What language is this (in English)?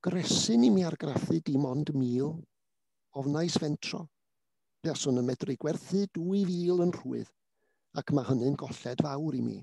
Welsh